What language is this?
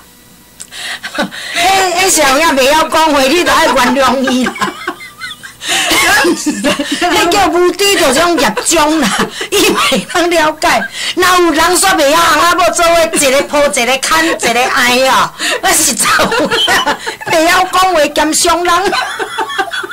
Min Nan Chinese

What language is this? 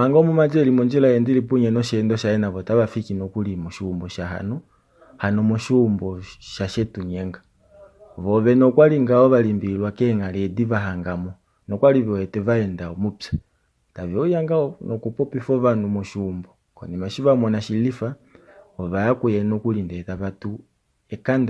Kuanyama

